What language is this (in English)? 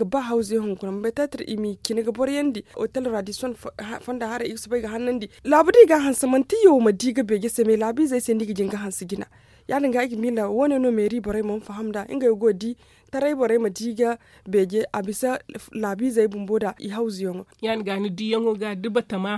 Zarma